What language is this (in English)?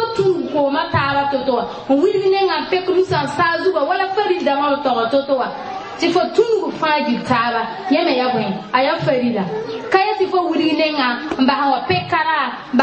Mossi